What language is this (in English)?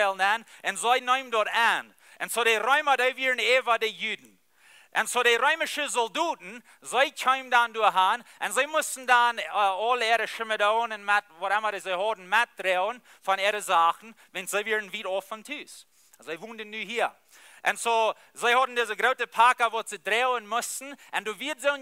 Plautdietsch